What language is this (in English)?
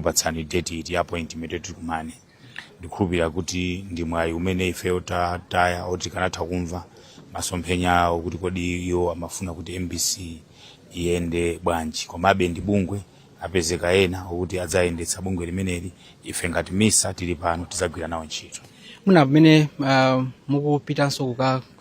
Nyanja